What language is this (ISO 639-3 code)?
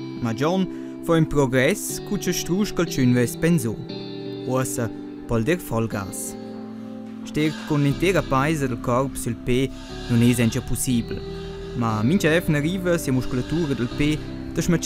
roh